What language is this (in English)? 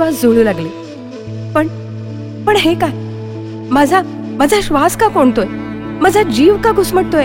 Marathi